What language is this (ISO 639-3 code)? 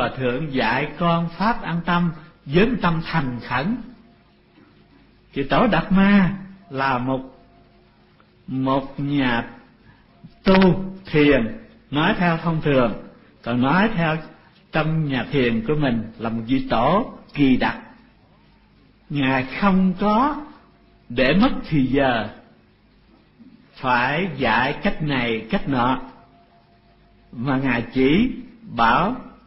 vie